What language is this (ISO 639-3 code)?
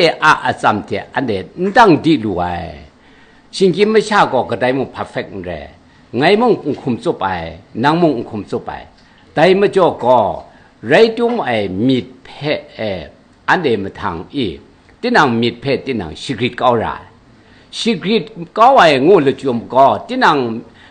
kac